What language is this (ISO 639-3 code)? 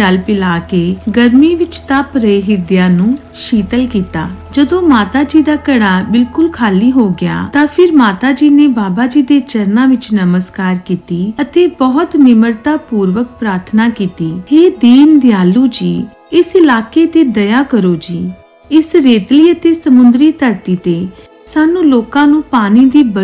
pan